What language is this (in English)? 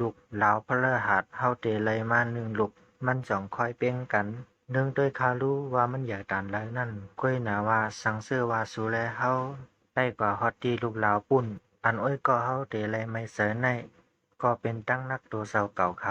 Shan